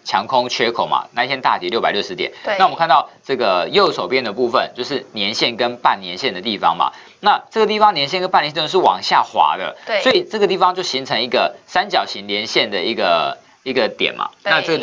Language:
Chinese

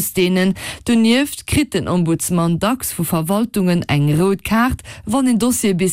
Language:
Luxembourgish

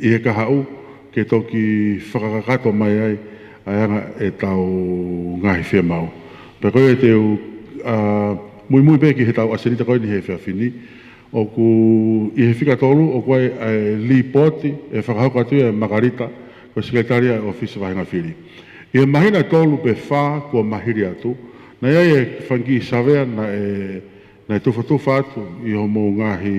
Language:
Tongan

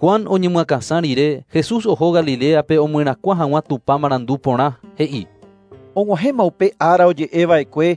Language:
Guarani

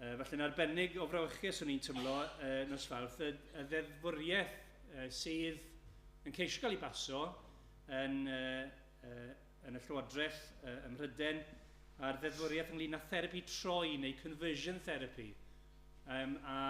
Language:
Welsh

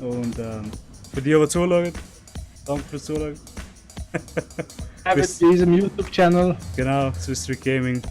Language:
Swiss German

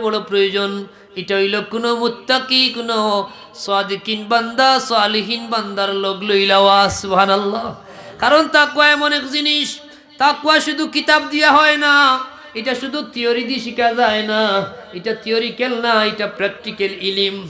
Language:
Sylheti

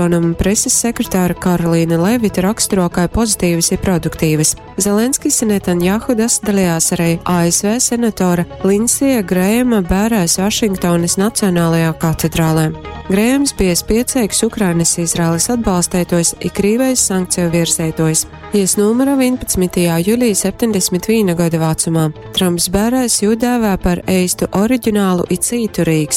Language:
Latgalian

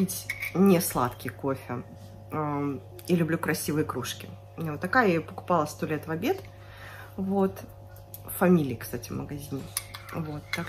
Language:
Russian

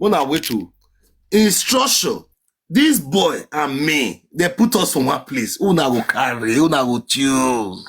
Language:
Nigerian Pidgin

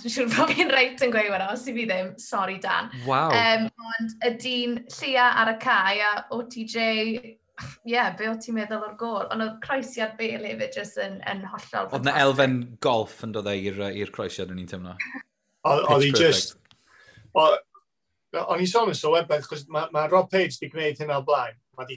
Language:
Welsh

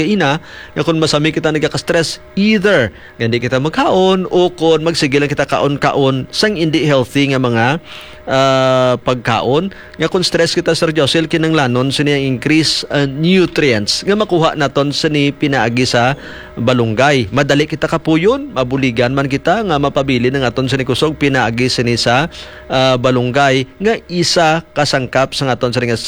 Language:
Hiligaynon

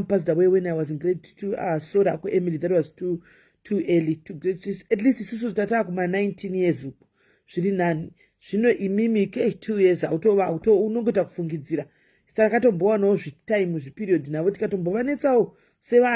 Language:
Shona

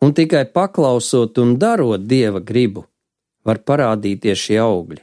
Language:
Latvian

